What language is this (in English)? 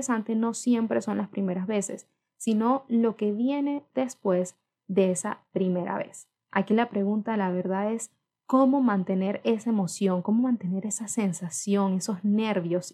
Spanish